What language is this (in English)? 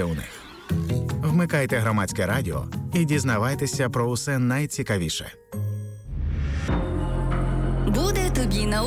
Ukrainian